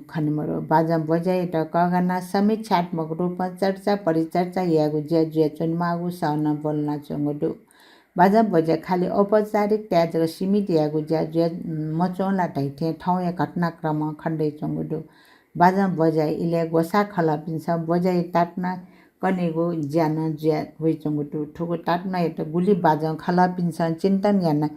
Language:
Newari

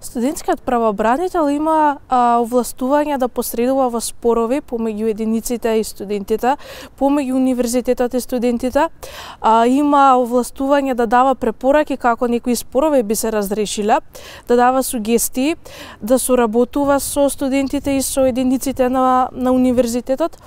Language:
Macedonian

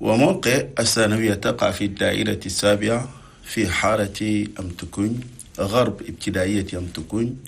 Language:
Chadian Arabic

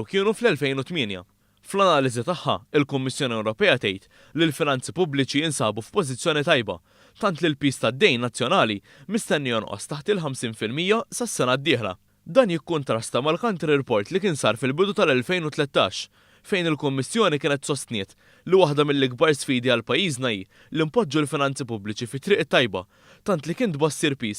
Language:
Maltese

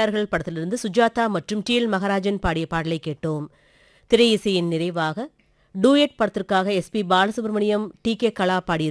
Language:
Tamil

